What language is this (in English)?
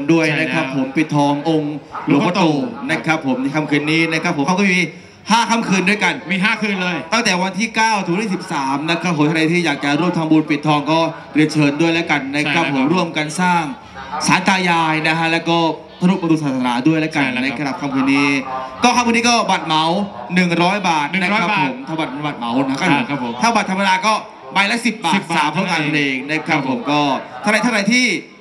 Thai